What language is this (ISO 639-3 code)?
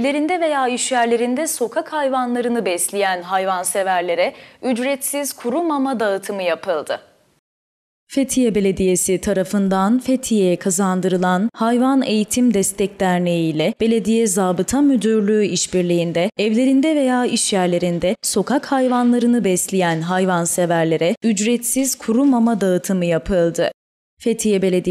tur